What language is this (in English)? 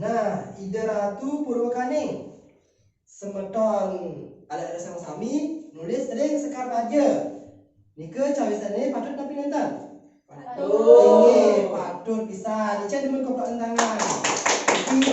Balinese